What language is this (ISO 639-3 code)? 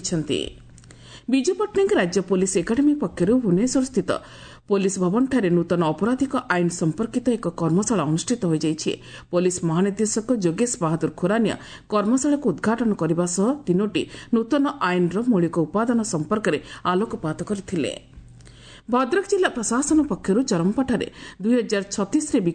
ori